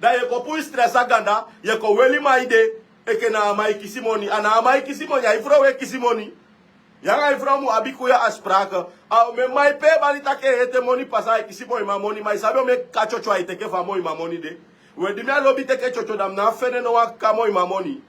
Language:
Sranan Tongo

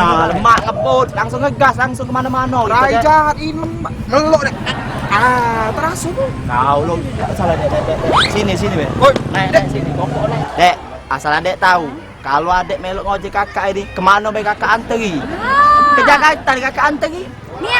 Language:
Musi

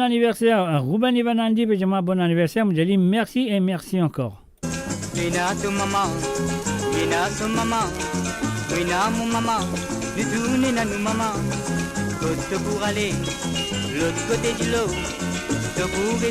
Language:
Morisyen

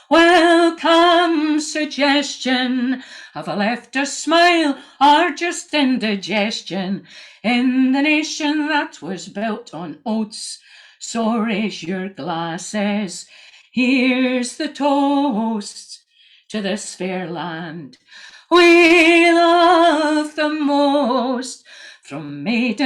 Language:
Scots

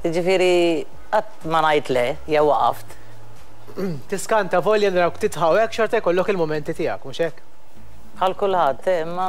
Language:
Maltese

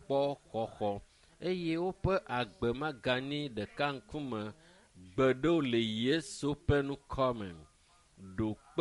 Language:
Ewe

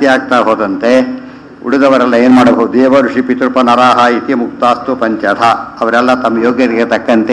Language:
Kannada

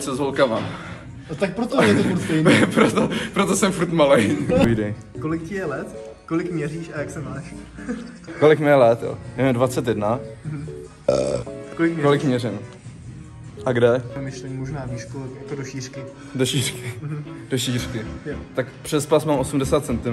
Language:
Czech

